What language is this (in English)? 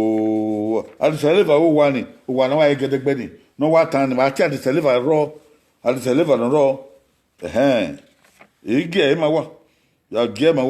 Bini